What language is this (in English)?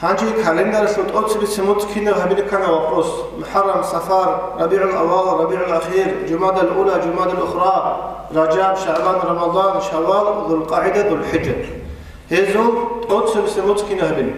Avaric